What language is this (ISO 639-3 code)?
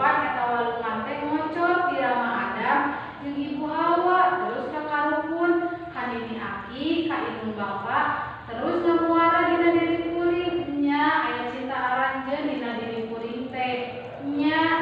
sun